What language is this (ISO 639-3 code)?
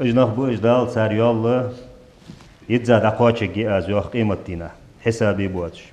inh